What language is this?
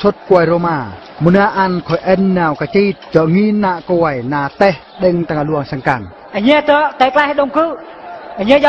Eastern Bru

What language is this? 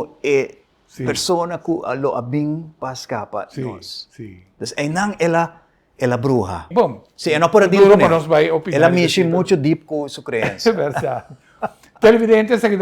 Papiamento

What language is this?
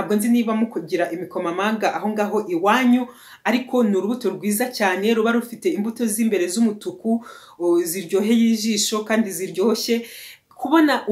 Kinyarwanda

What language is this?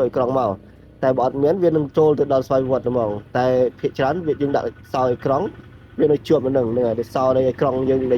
Khmer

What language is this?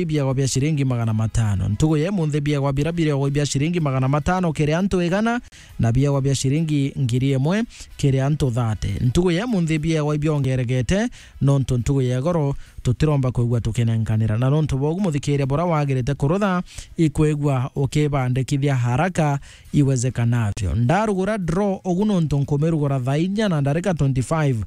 Meru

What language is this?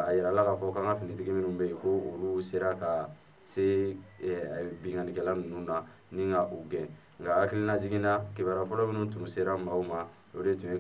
Bambara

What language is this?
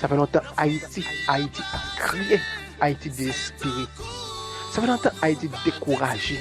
Haitian Creole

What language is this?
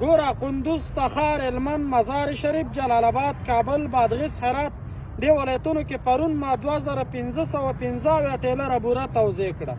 Pashto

